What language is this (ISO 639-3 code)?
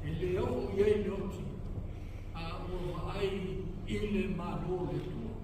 smo